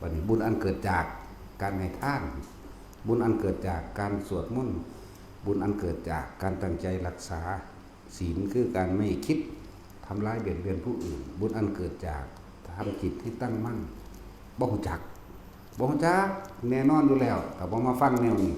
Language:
Northeastern Thai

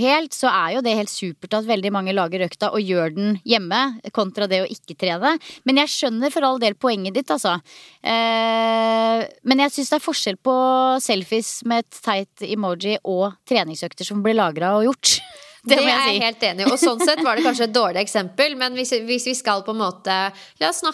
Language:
Norwegian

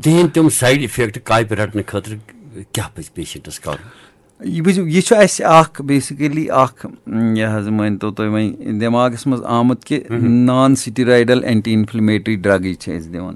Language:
Kashmiri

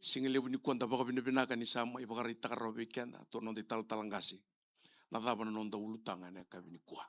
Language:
Fijian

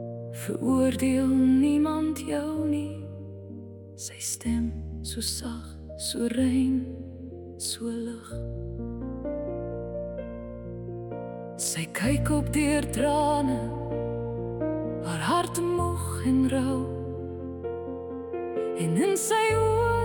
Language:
Afrikaans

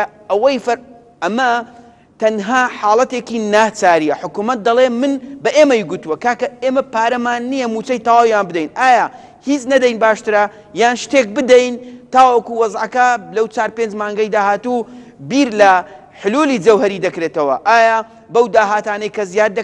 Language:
Central Kurdish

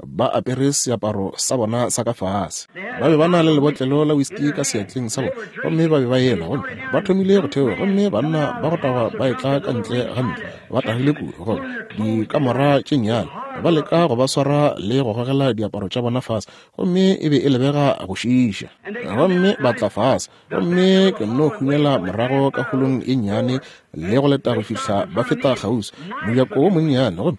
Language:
Northern Sotho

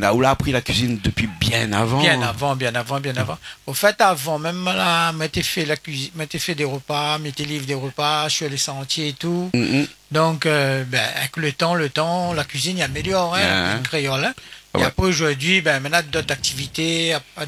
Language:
Réunion Creole French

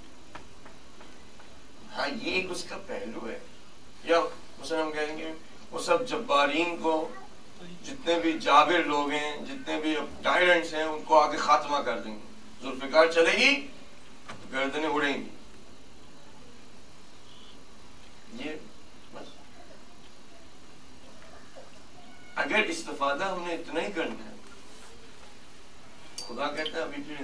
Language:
Urdu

